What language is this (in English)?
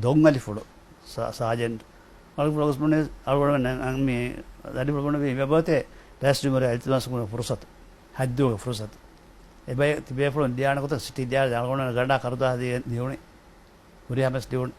Divehi